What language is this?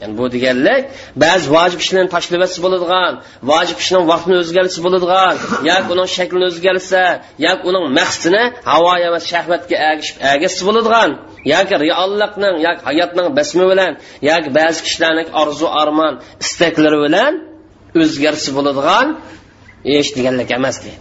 Uyghur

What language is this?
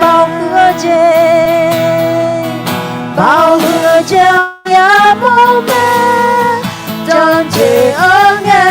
Akha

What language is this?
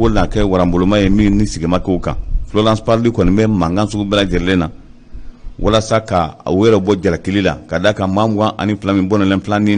Bambara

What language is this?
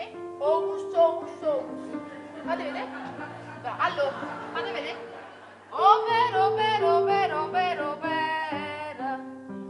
Neapolitan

